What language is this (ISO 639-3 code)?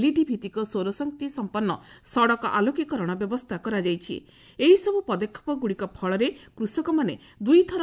ori